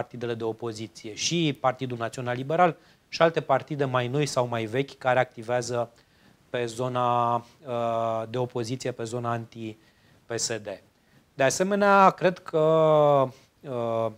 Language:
Romanian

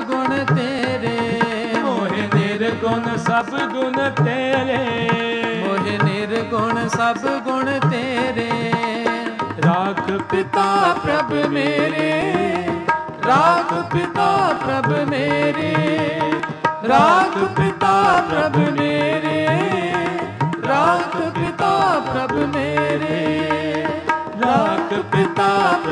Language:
Punjabi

